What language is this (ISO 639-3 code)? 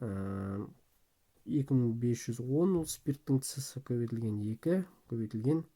kaz